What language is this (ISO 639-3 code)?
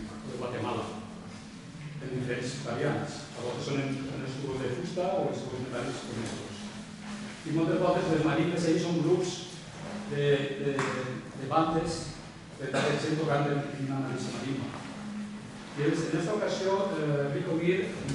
cat